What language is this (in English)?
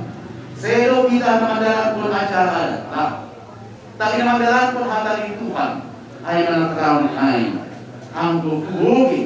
Batak Simalungun